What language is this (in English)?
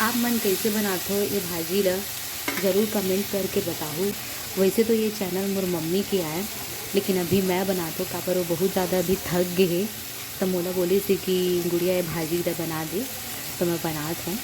Chhattisgarhi